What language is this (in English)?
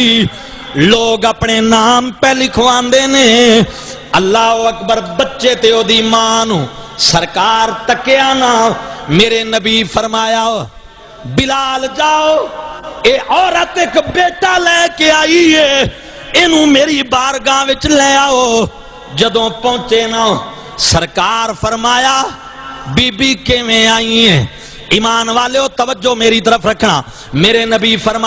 Saraiki